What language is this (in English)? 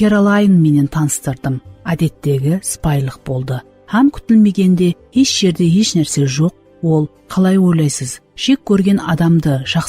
Kara-Kalpak